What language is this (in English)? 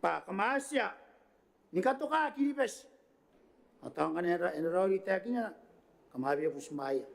Gilbertese